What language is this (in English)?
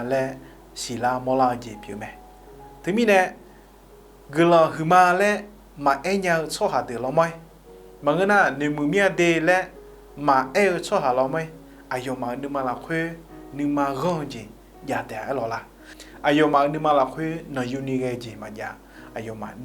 Akha